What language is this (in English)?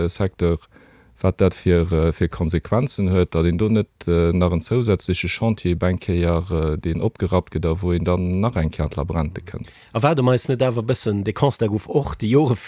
Luxembourgish